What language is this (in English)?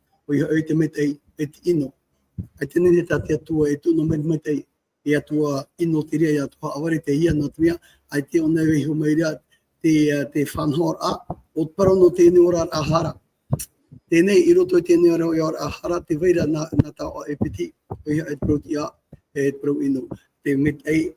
Tahitian